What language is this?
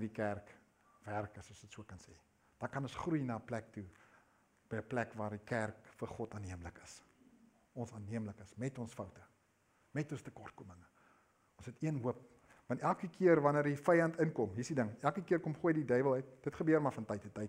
Afrikaans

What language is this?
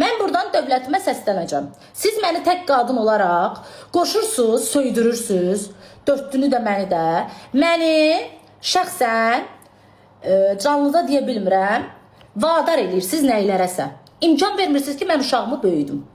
Azerbaijani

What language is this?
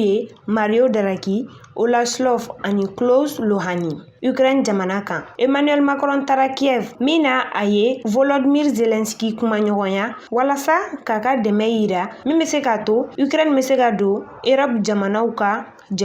Bambara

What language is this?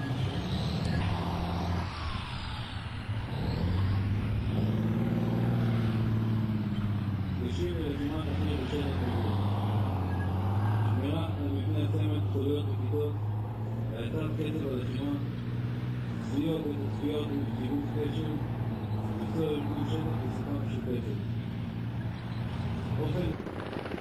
Hebrew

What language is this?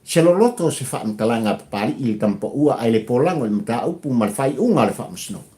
Samoan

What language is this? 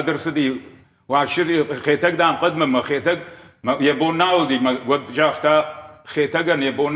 Ossetic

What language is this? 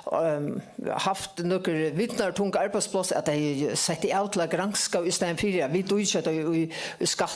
Faroese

